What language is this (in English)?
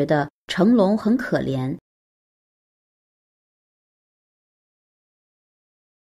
Chinese